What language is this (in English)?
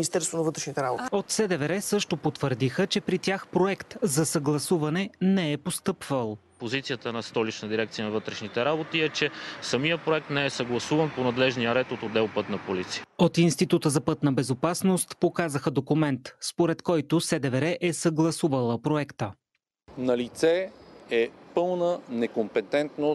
Bulgarian